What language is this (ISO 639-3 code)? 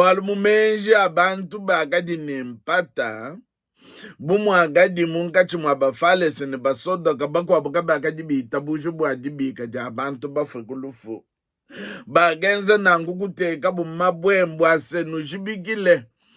lua